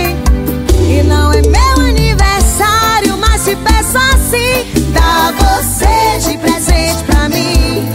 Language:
Portuguese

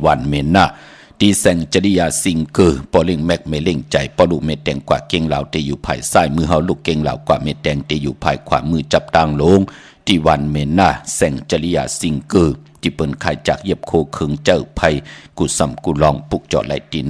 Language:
Shan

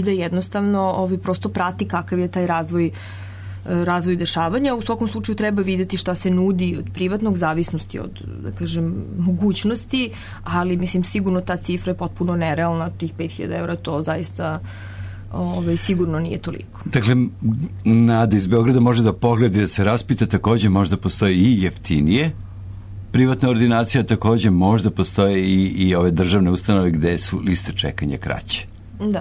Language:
Serbian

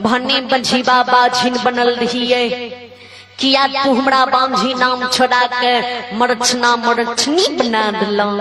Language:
Maithili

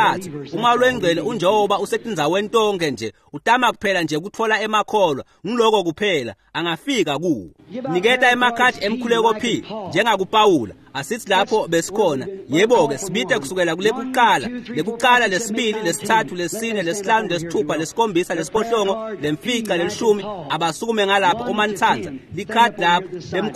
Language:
Swati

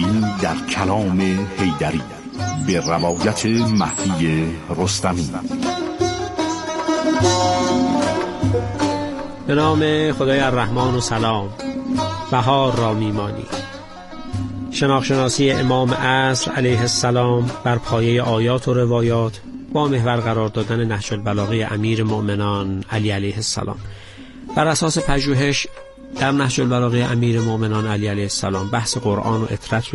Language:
Persian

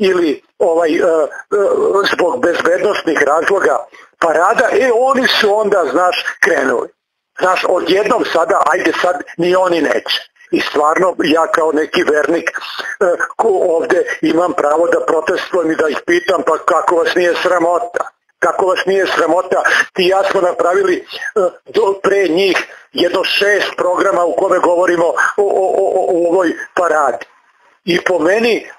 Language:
Serbian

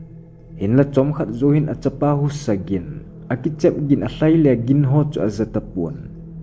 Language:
Thado Chin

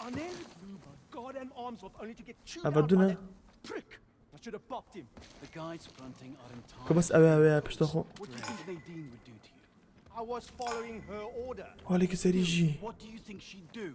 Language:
Kurdish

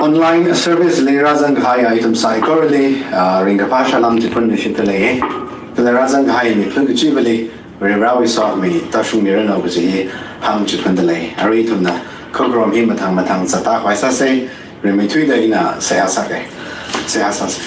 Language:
Tangkhul Naga (India)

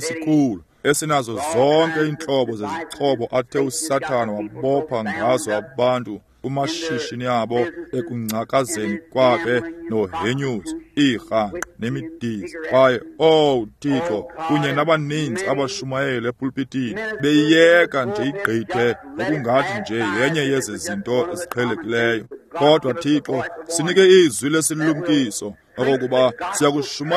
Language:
Xhosa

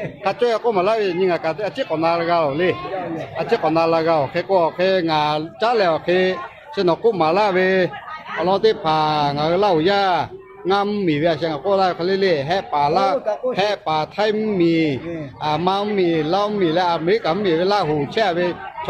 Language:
Lahu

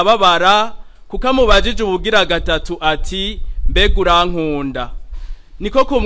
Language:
Rundi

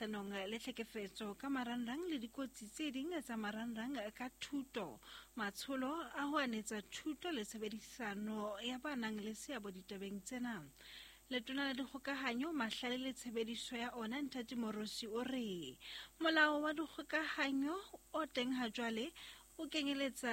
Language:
Southern Sotho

